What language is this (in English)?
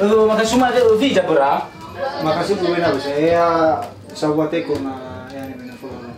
Nias